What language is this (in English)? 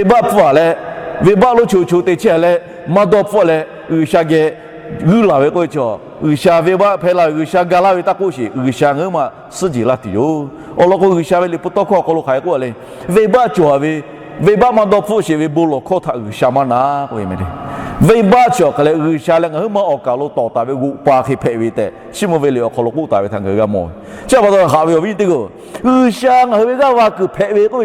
Lahu